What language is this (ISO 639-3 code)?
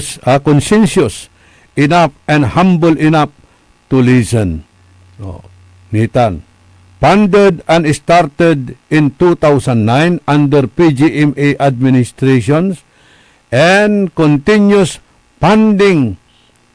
pag